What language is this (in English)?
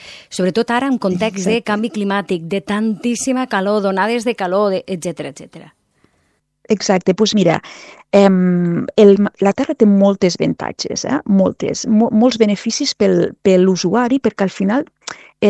Catalan